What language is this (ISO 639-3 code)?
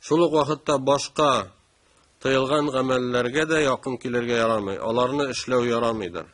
tat